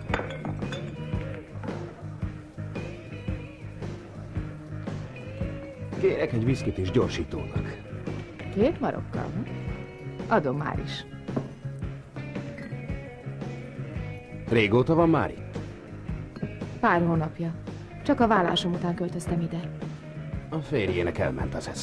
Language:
Hungarian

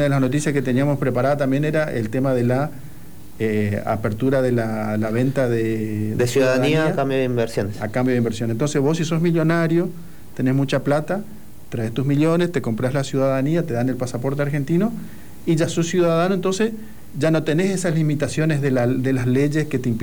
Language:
Spanish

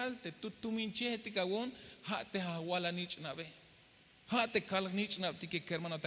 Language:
Tzeltal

